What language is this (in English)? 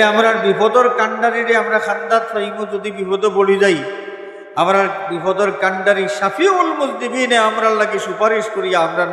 Sylheti